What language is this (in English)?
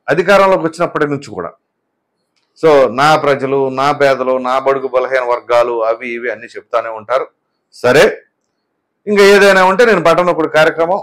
Telugu